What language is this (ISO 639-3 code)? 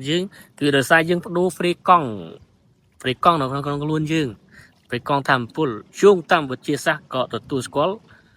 khm